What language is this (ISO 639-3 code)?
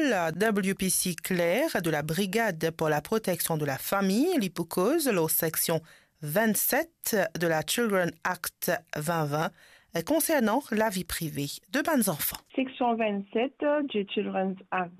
mfe